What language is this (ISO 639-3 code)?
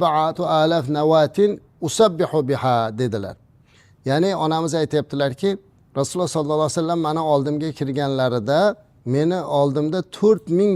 uzb